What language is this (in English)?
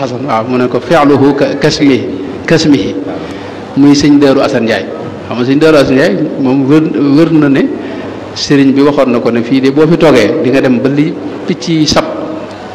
Wolof